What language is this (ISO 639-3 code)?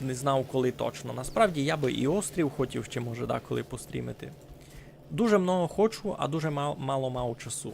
rue